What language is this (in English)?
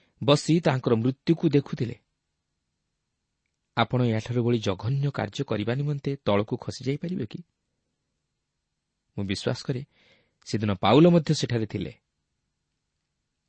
Odia